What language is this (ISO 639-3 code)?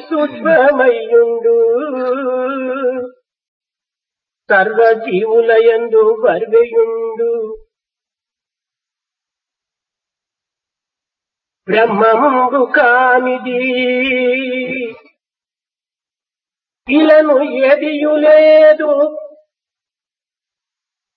tel